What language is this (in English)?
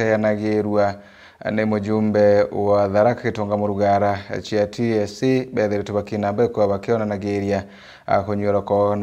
Meru